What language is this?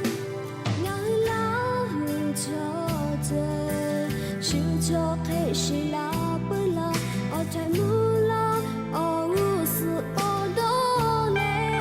Lahu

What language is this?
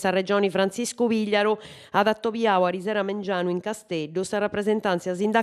Sardinian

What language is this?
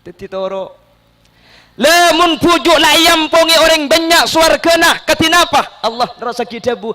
Madurese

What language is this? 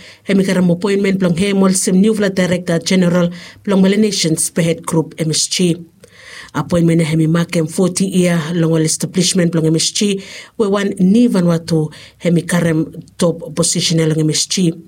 Bislama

